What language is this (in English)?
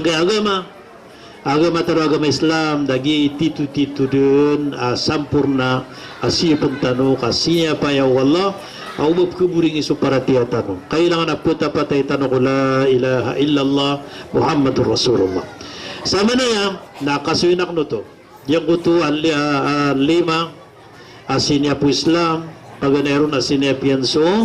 Maranao